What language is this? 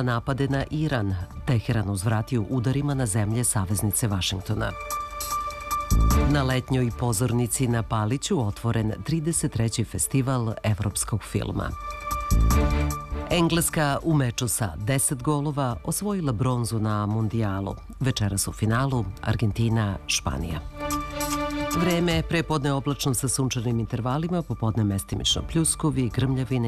Serbian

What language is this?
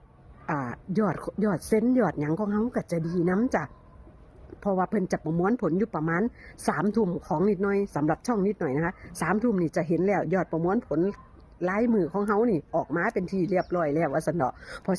Lao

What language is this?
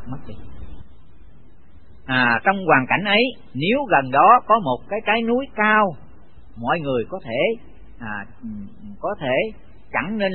Vietnamese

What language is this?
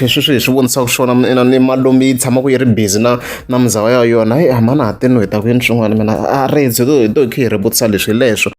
Tsonga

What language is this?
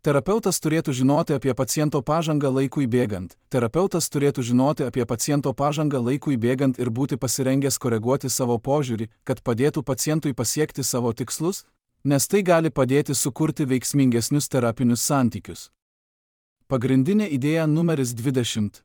Lithuanian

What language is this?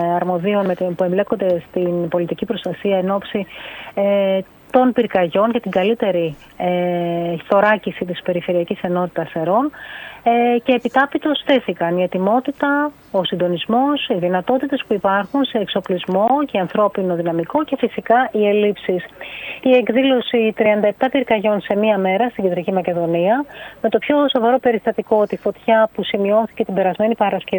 Greek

